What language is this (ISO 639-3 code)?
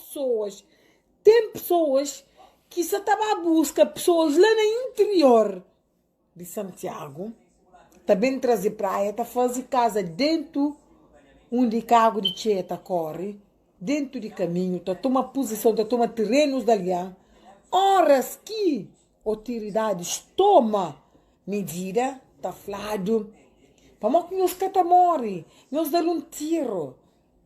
kea